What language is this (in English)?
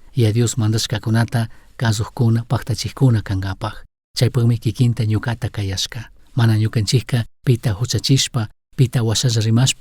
Chimborazo Highland Quichua